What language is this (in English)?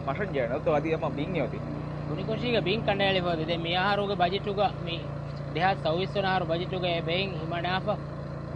Divehi